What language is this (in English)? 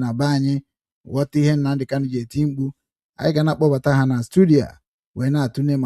Igbo